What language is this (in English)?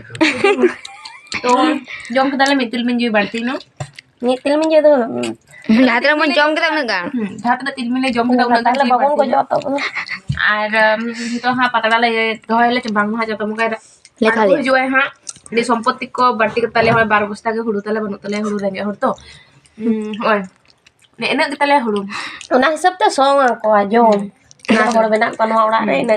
Santali